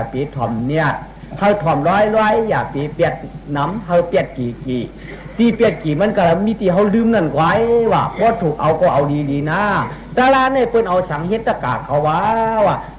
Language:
Shan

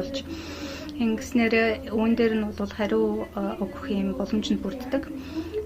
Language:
Mongolian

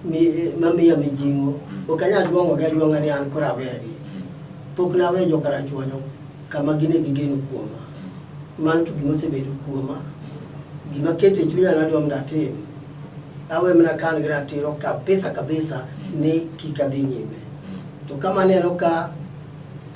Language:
Luo (Kenya and Tanzania)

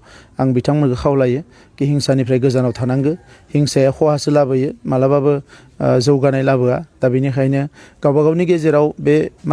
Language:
Bodo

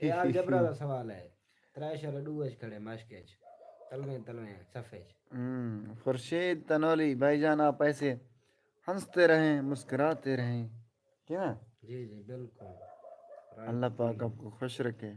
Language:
Saraiki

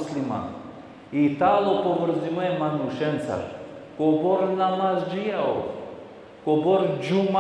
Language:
Balkan Romani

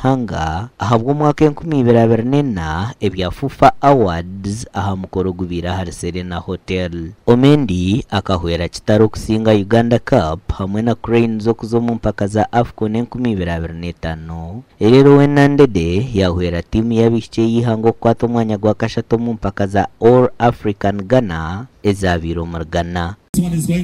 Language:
Nyankole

